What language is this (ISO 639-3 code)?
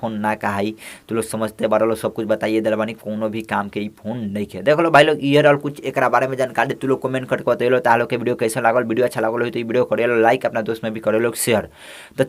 bho